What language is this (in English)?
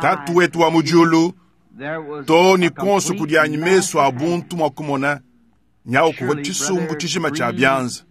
Luba-Lulua